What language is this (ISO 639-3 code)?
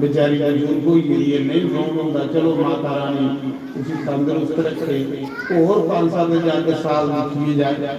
doi